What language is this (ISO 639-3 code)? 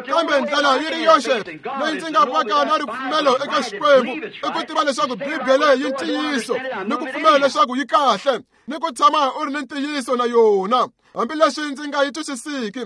tso